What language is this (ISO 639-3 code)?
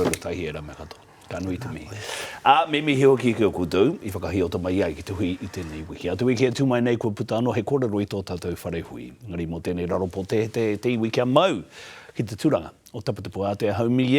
mri